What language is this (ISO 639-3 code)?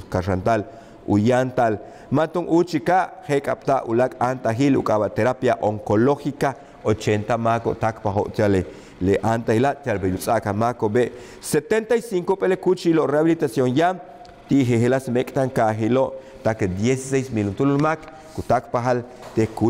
yua